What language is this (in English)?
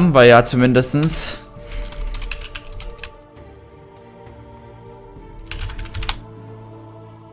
German